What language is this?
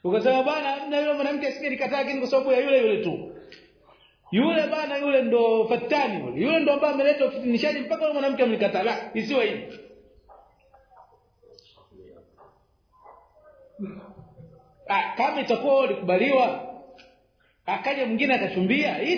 Swahili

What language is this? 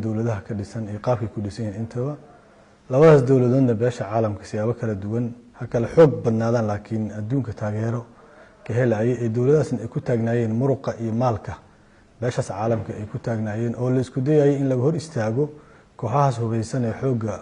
Somali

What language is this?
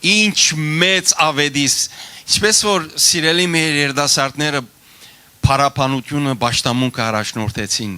Western Armenian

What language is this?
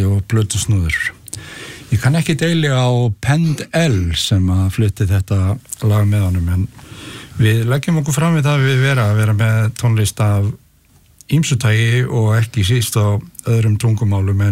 Icelandic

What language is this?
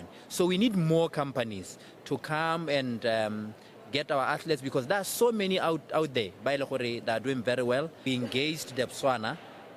Tswana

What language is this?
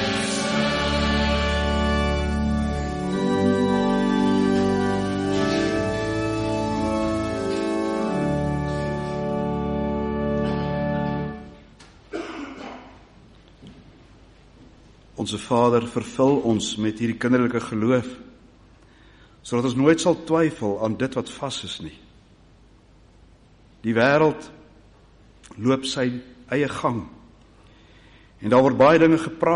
Afrikaans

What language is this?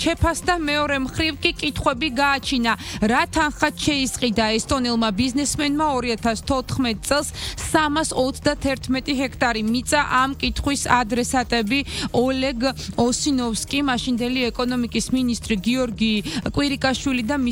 Georgian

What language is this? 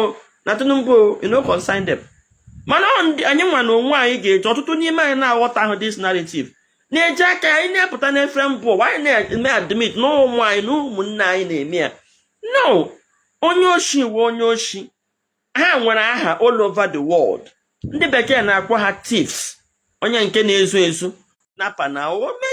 Igbo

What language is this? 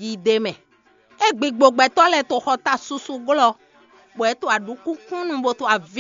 Fon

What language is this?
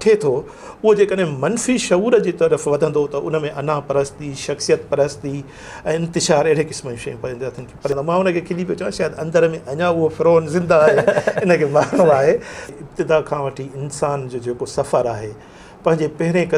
Sindhi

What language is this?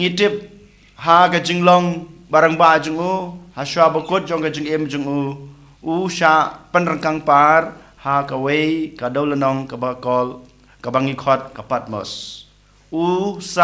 Khasi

